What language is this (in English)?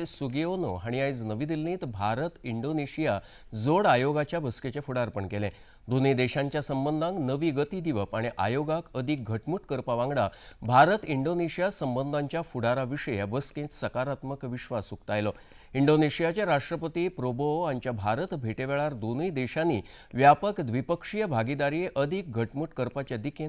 Konkani